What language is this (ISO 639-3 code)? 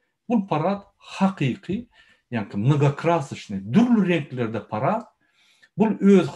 tuk